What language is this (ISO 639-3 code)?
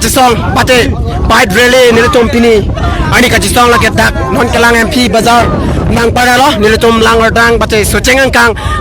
mjw